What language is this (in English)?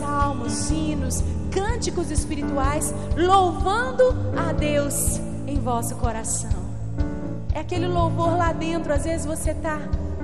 Portuguese